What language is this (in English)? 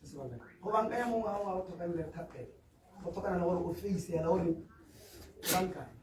Tswana